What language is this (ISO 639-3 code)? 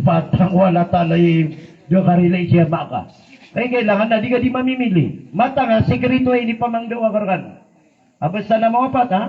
mrw